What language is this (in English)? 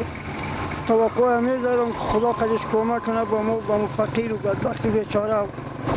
Persian